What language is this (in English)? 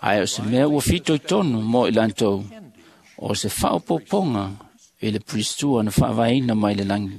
Samoan